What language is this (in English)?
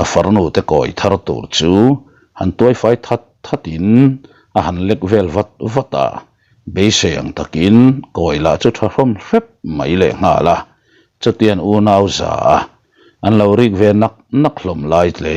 Mizo